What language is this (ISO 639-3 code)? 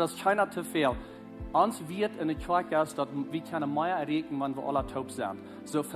pdt